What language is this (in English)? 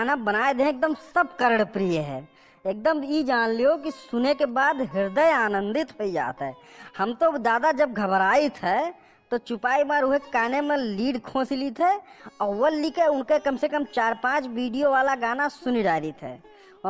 Awadhi